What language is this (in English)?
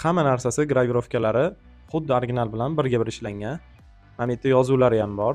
Uzbek